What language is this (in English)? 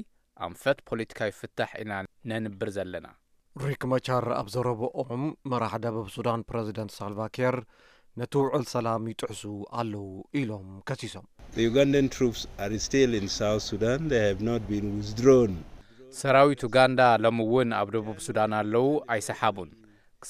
Tigrinya